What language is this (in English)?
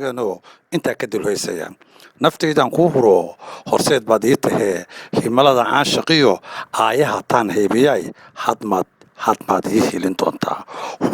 Somali